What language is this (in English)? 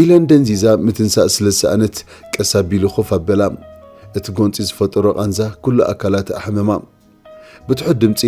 Tigrinya